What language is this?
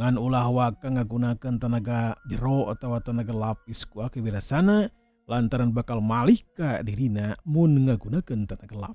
Sundanese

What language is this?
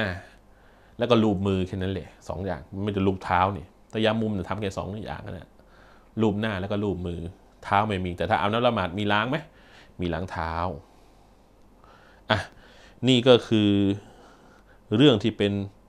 Thai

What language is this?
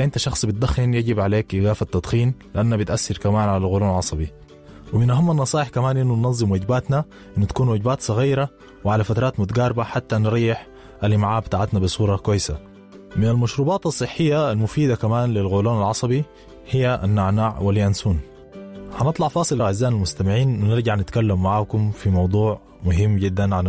Sudanese Arabic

